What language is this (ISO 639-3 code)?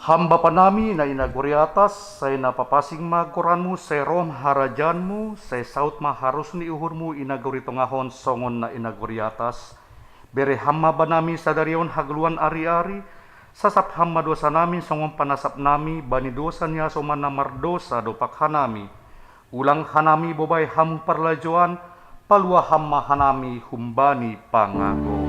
bts